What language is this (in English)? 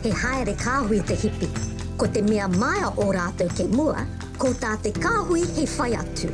Māori